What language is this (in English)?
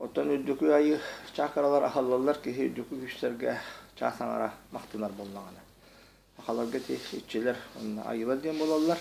Yakut